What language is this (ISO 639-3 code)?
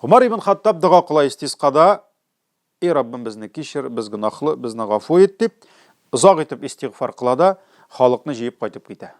tat